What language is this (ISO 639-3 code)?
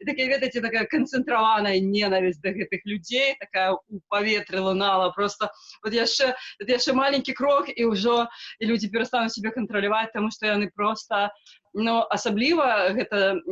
bel